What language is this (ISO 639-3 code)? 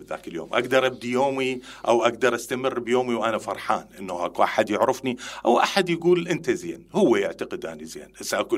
acm